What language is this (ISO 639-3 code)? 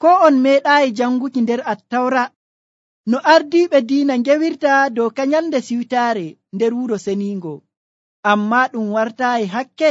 fuv